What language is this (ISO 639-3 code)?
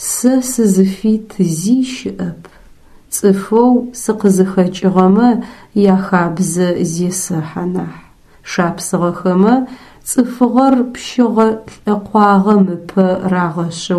ady